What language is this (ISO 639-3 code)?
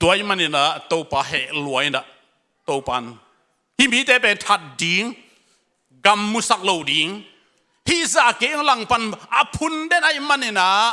ctd